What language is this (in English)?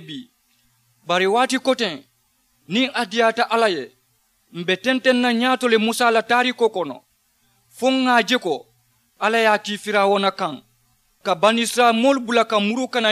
Mandingo